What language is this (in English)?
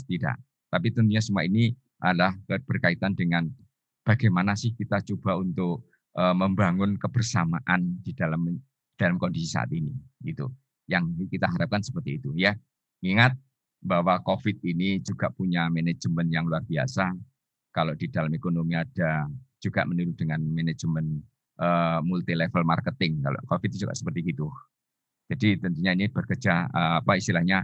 Indonesian